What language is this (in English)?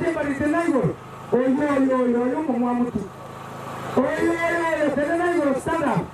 Gusii